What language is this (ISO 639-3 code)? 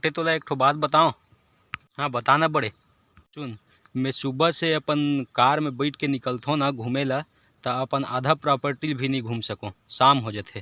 hne